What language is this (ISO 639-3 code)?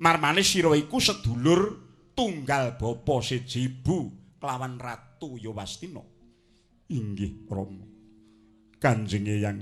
jav